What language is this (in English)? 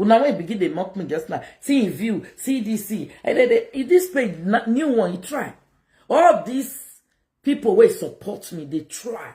Nigerian Pidgin